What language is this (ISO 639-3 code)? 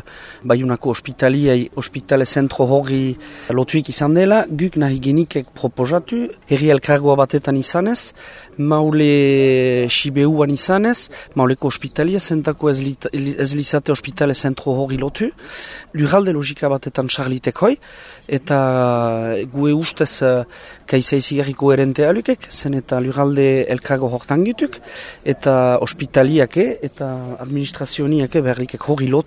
eus